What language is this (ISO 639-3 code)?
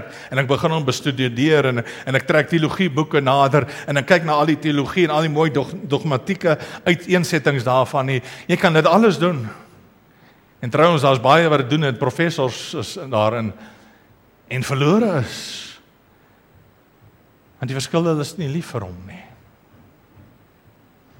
afr